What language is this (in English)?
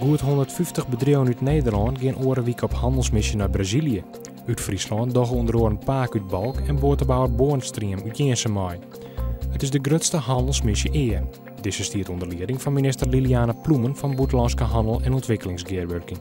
Western Frisian